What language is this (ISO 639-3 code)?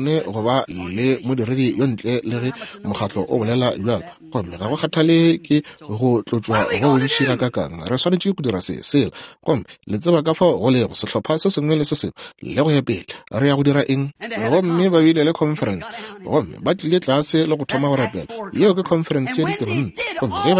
nso